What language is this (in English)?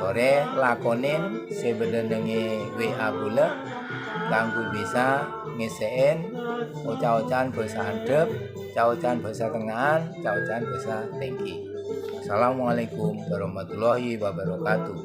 Madurese